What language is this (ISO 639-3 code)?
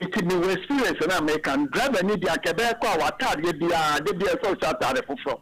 aka